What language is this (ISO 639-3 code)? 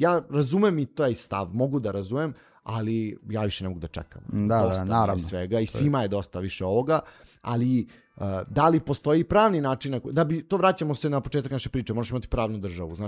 srp